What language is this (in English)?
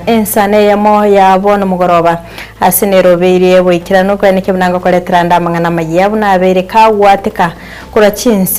Gusii